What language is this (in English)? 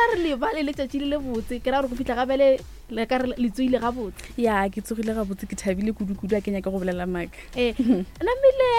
Northern Sotho